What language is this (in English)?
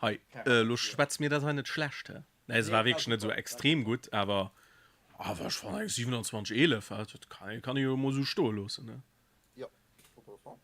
Luxembourgish